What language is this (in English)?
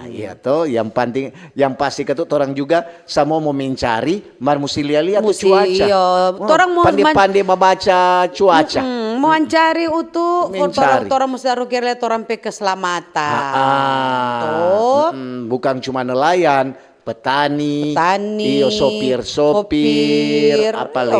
Manado Malay